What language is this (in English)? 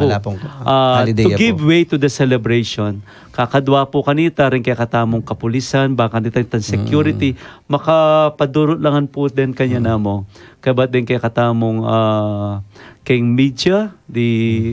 Pampanga